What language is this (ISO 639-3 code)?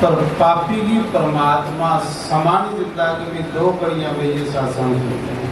doi